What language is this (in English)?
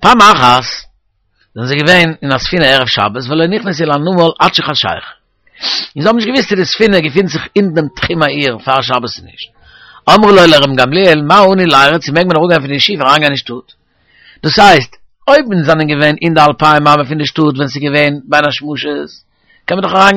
Yiddish